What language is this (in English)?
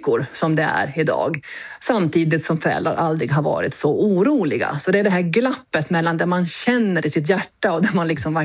Swedish